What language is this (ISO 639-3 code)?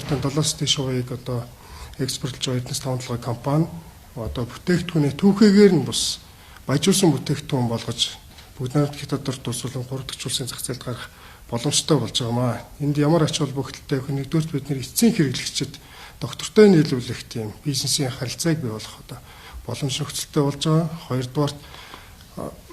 mon